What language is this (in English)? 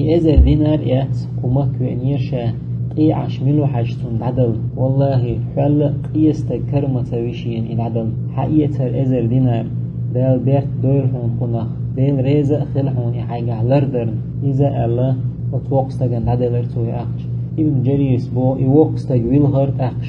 Chechen